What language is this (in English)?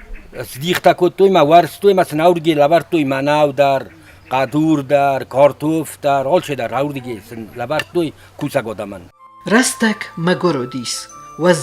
Ossetic